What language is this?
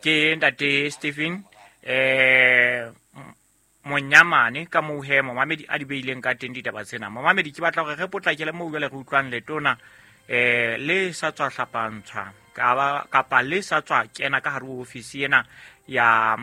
Southern Sotho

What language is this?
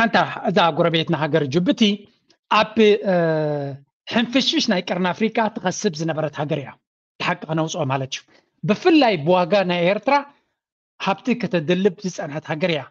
Tigrinya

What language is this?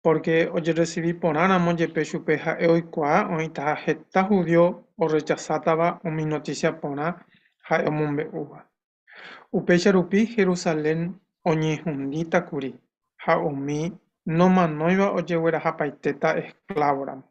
Guarani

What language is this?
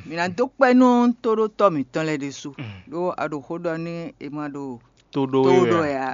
Fon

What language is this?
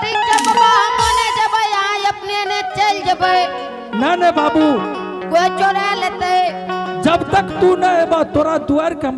Angika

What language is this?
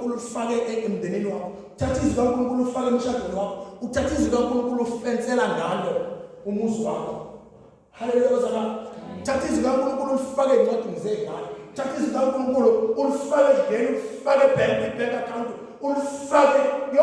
Zulu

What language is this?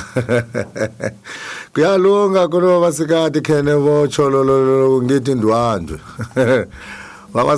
Tsonga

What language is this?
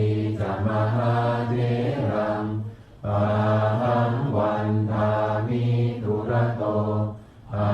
Pali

